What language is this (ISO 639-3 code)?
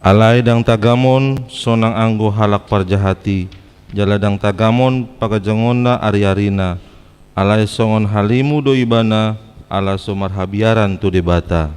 bbc